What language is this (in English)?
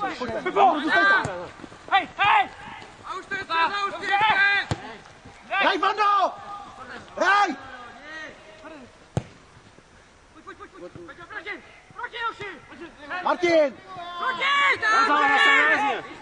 Czech